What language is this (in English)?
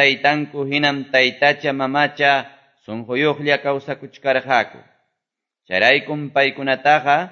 Quechua